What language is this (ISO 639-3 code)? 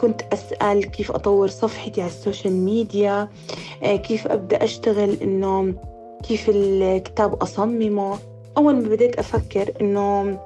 apc